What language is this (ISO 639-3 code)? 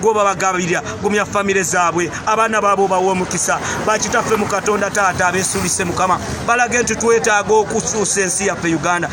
lug